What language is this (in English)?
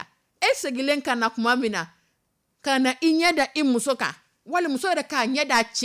Dyula